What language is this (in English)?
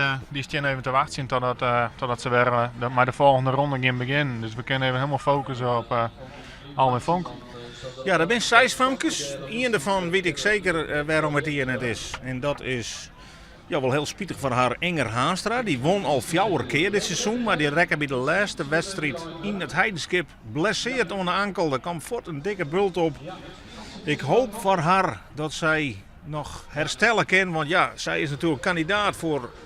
Western Frisian